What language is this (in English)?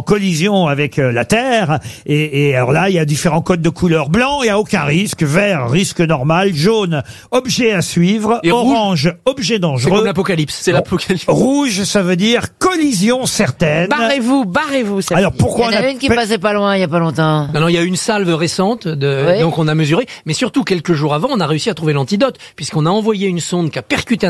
French